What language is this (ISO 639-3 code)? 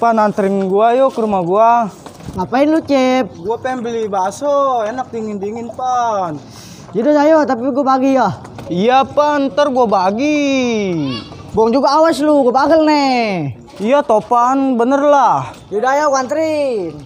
bew